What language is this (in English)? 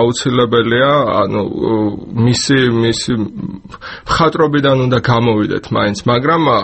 Georgian